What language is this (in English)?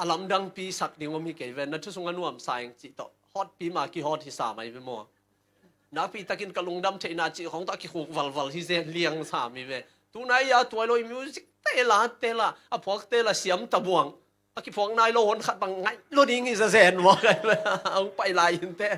Tedim Chin